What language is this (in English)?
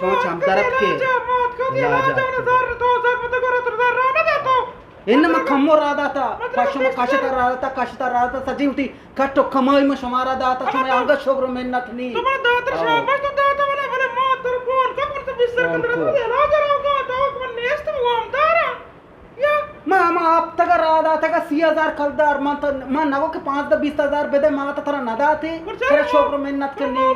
Eastern Balochi